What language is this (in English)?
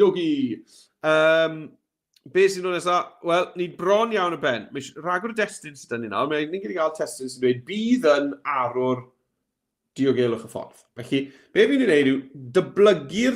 Welsh